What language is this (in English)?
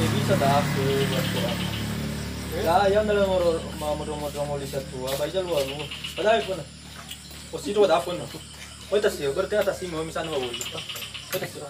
Nias